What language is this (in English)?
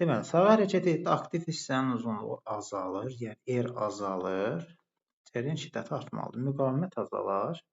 Azerbaijani